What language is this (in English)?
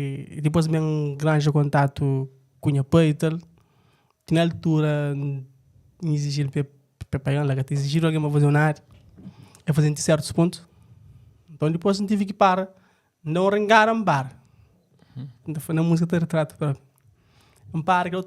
Kabuverdianu